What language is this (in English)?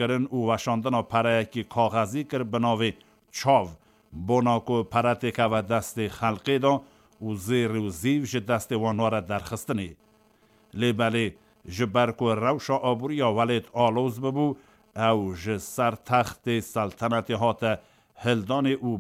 Kurdish